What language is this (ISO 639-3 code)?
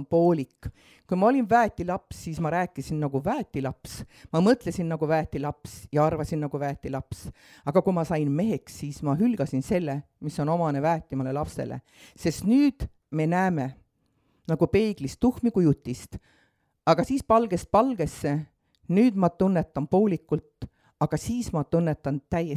est